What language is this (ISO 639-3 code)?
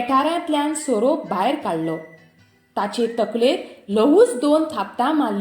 kok